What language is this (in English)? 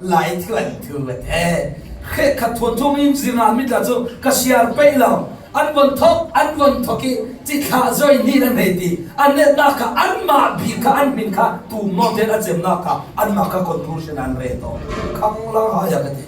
Falam Chin